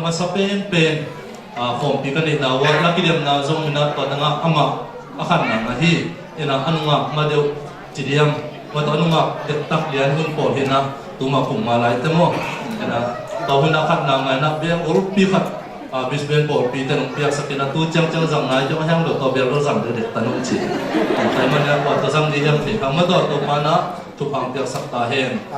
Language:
Tedim Chin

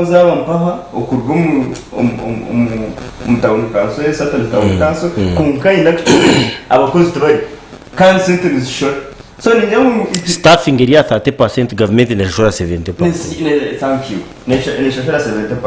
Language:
Nyankole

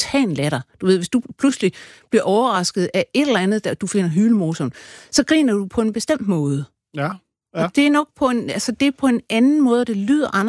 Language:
Danish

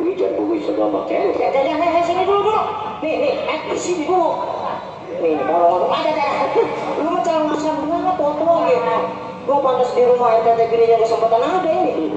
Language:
Betawi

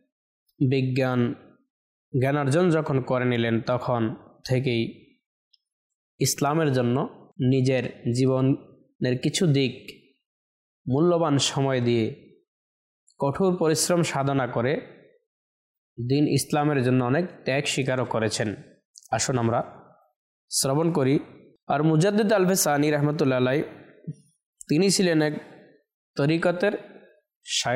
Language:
Bangla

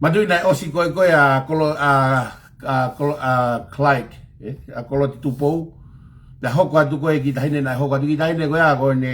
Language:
Tongan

